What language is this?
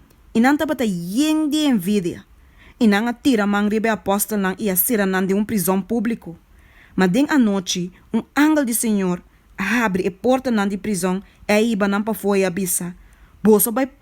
Papiamento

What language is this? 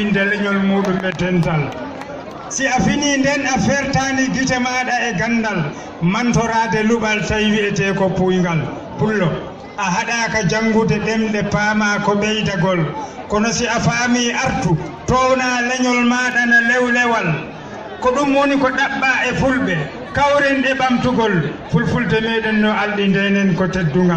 Fula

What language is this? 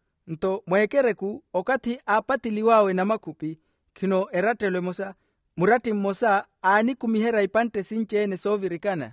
Makhuwa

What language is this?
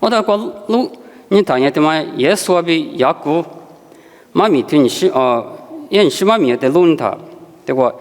Lisu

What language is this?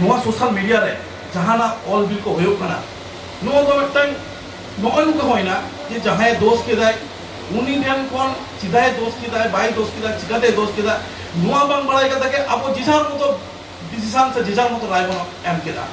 Santali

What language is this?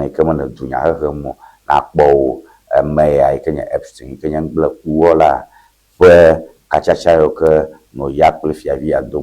Ewe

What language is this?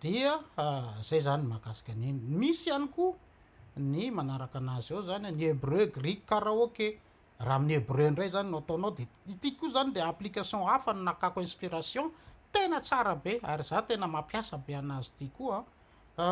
Malagasy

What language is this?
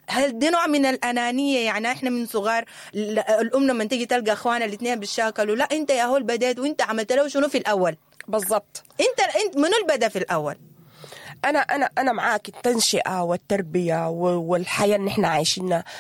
Sudanese Arabic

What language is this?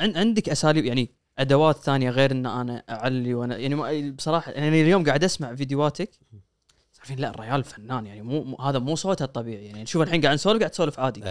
Gulf Arabic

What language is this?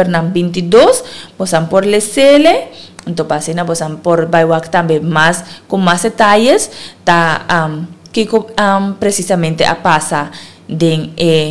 Papiamento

